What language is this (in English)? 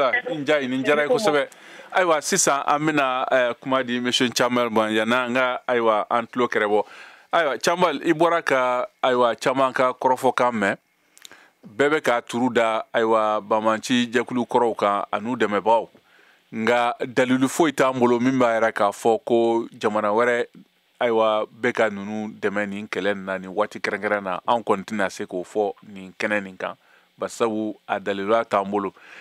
Bambara